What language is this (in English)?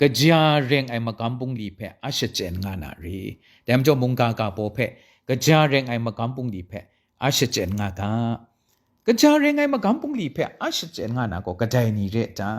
Kachin